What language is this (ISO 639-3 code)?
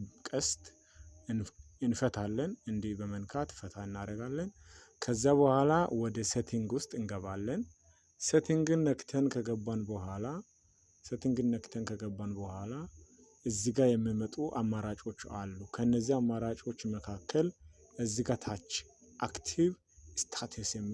amh